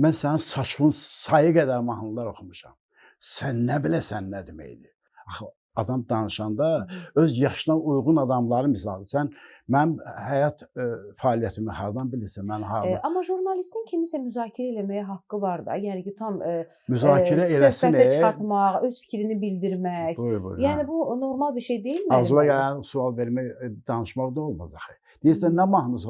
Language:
Azerbaijani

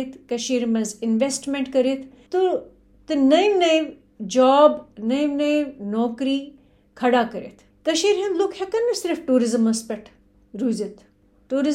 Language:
Kashmiri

